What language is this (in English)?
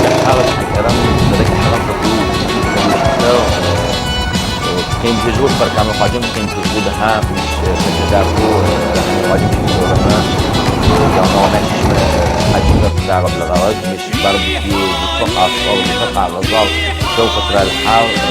Adyghe